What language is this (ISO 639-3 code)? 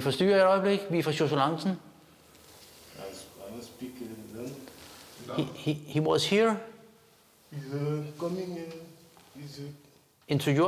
dan